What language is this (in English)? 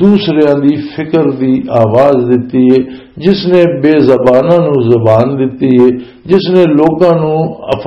Western Panjabi